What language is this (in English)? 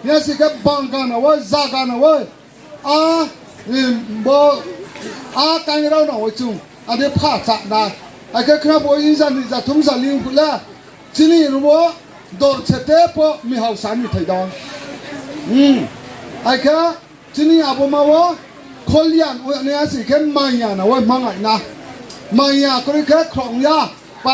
Riang (India)